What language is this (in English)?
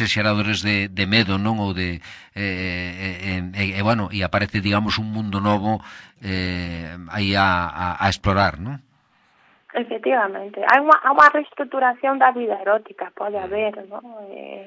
Galician